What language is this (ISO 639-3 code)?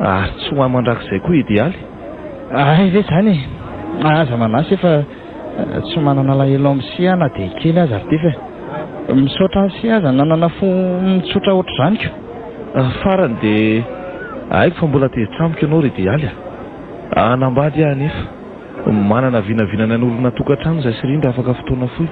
mlg